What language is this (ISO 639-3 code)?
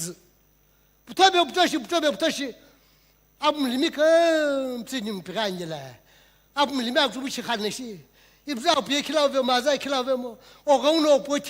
nsm